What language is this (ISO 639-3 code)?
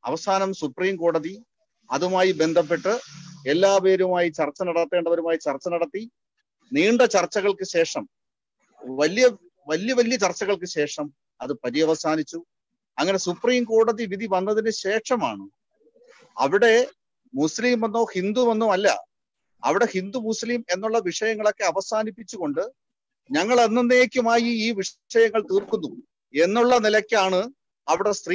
mal